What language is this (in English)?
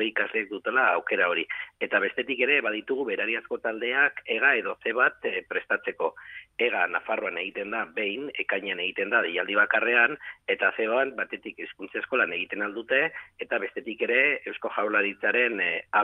Basque